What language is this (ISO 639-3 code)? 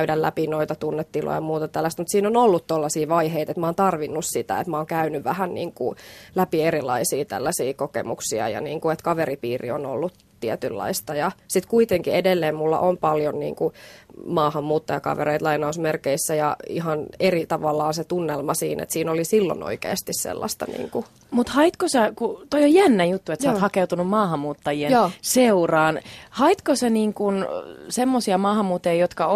fin